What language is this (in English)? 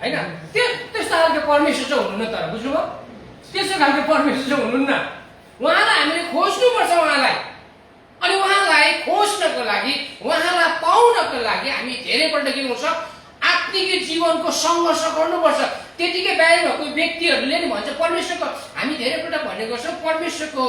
Nepali